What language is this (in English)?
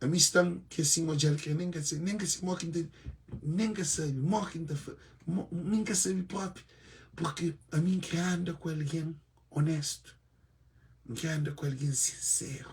Kabuverdianu